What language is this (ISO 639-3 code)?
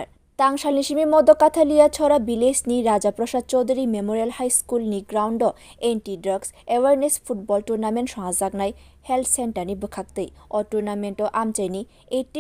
trp